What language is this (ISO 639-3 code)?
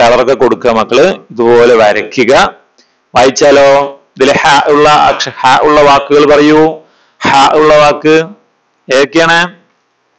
mal